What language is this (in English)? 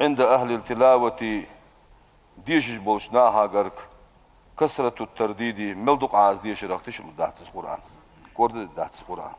Ingush